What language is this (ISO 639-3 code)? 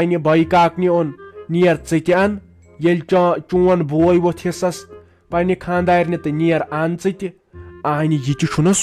kas